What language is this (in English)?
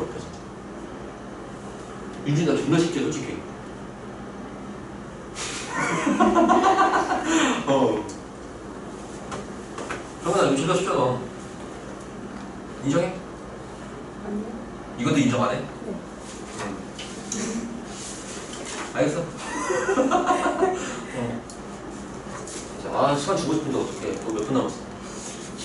Korean